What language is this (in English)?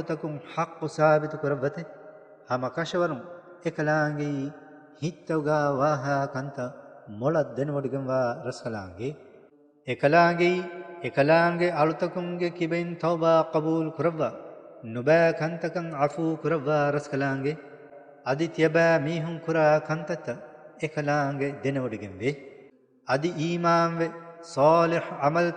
Divehi